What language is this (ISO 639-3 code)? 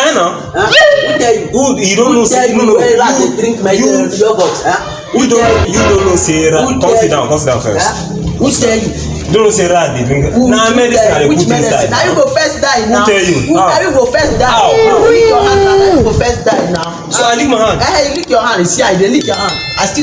pcm